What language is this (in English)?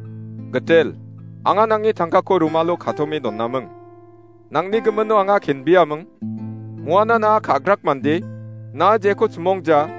Garo